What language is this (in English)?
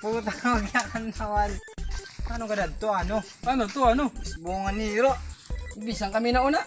Waray